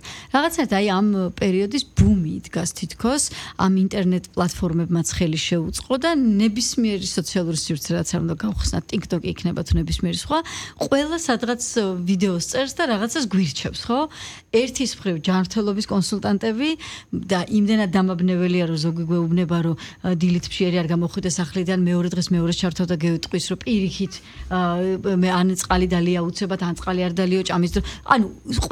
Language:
Georgian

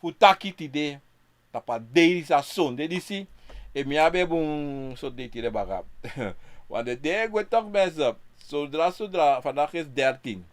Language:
Sranan Tongo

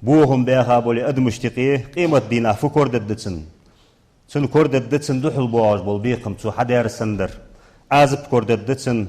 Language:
Ingush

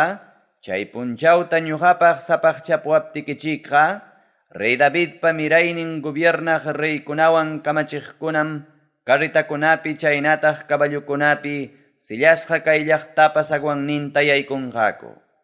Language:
Ayacucho Quechua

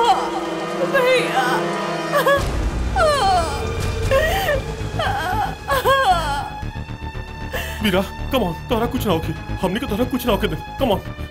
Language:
Bhojpuri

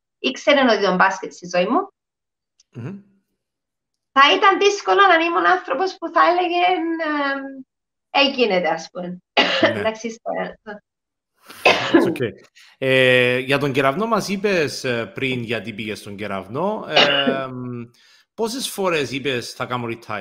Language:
Greek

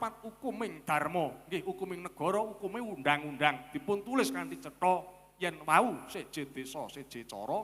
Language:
Javanese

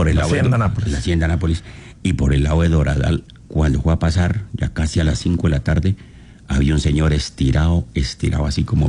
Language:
Spanish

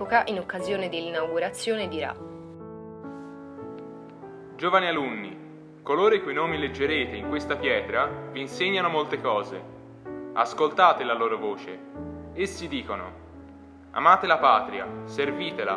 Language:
Italian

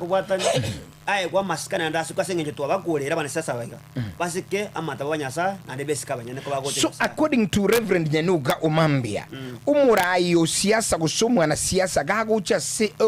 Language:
Gusii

